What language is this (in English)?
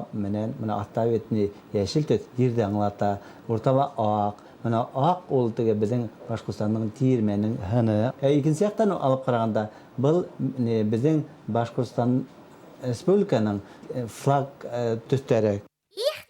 Bashkir